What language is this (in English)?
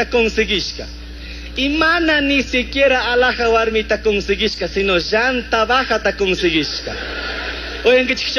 Chimborazo Highland Quichua